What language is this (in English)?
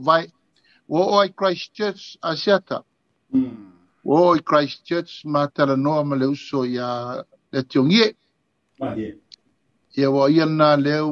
Samoan